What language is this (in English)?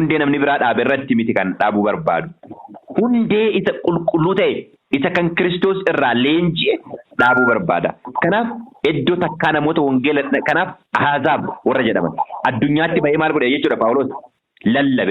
Oromo